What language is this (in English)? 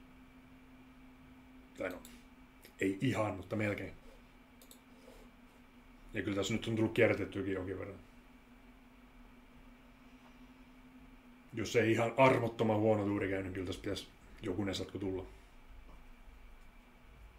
Finnish